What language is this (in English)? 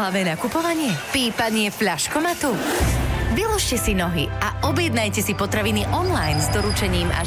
Slovak